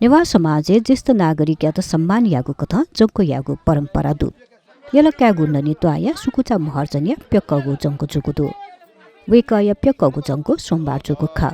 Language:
Newari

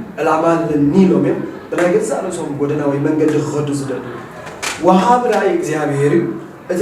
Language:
Tigrinya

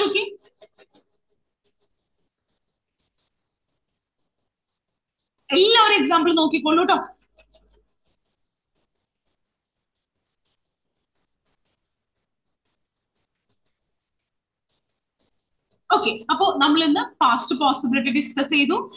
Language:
Malayalam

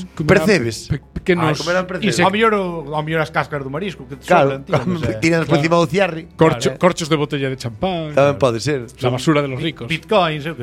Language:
Galician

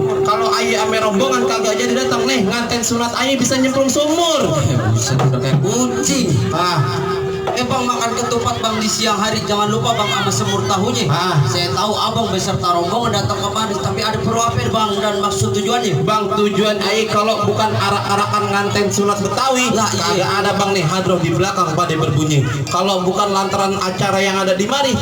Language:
Betawi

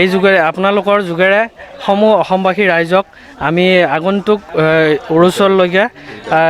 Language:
Assamese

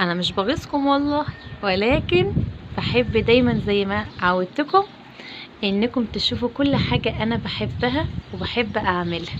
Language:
Egyptian Arabic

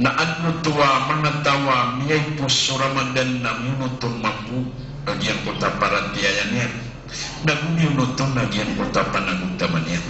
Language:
Maranao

